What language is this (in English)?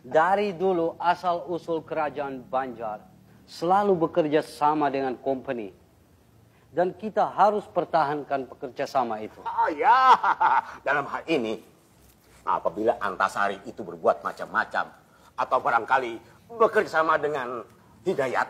Banjar